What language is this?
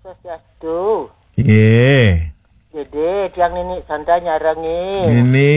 Balinese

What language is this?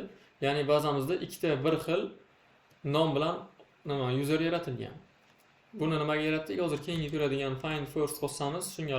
Uzbek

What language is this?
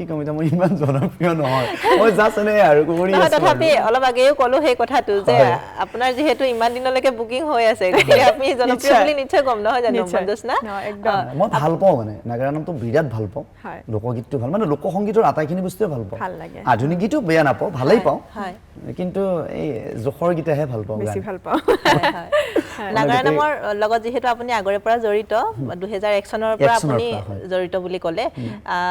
Assamese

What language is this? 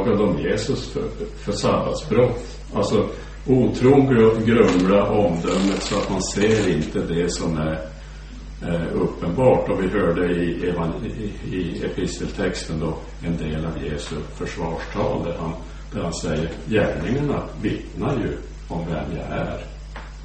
Swedish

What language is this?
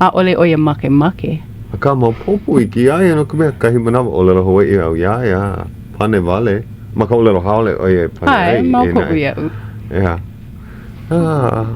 Hawaiian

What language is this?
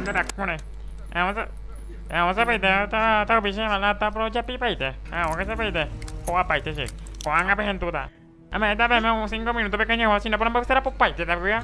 Guarani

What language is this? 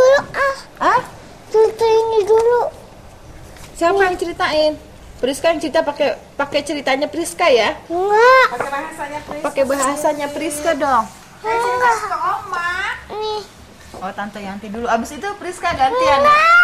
Indonesian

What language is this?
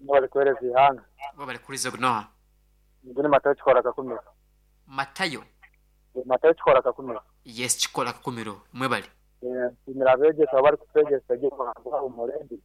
Nyoro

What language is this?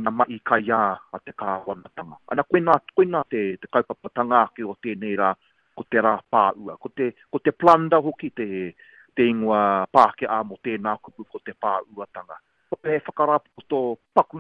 Māori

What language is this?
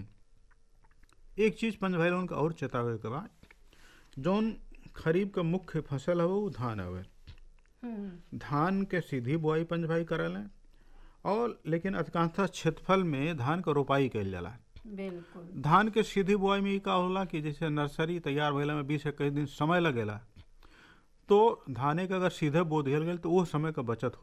Bhojpuri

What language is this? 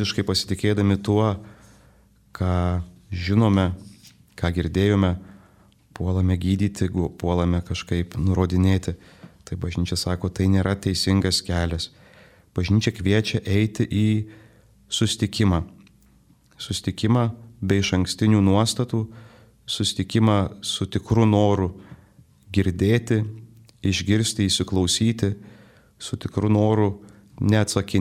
Lithuanian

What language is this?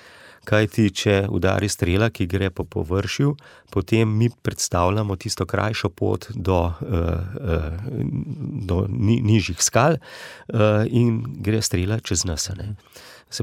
Slovenian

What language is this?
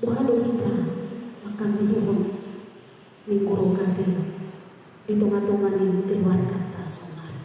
Batak Toba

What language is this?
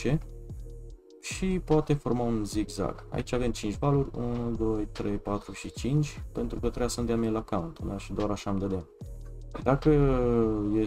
Romanian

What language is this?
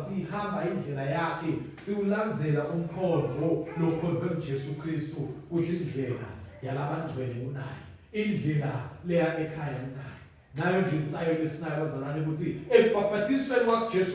Swati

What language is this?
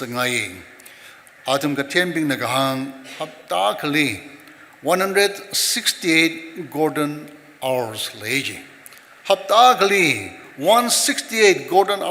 Tangkhul Naga (India)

